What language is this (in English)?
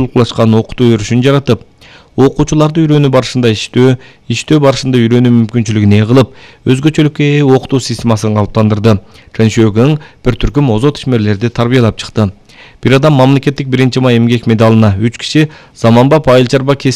Kyrgyz